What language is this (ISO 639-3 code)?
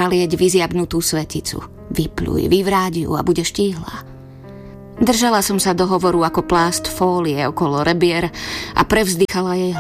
slk